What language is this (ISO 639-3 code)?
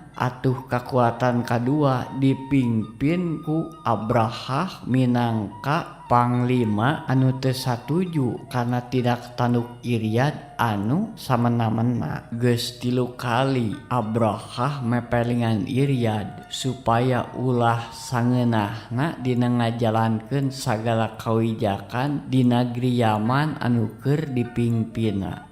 sun